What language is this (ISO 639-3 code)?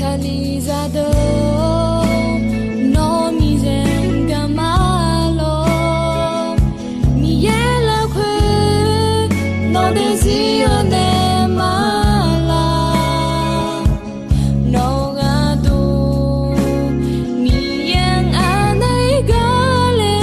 ahk